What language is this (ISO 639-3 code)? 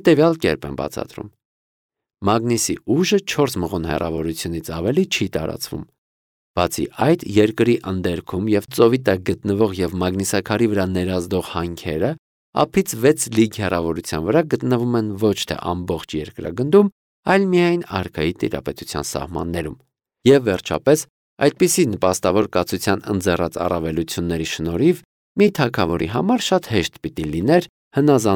hye